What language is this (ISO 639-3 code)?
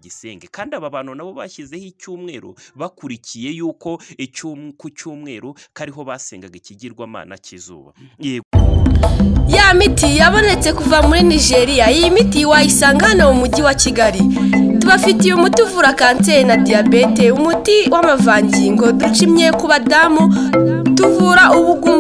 kin